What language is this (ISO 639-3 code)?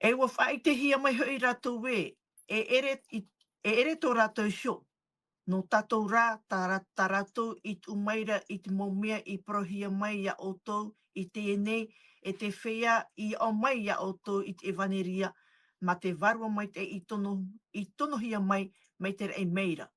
tah